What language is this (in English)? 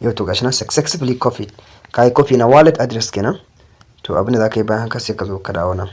Hausa